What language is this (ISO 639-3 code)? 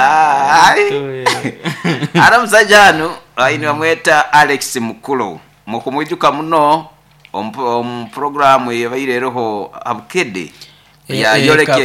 nyo